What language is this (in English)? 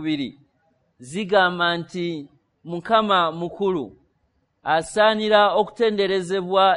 Ganda